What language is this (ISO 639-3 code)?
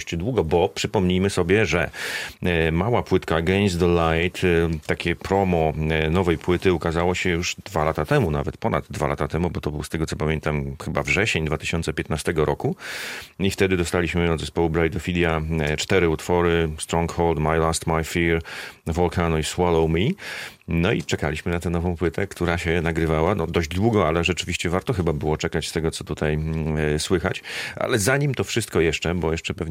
pol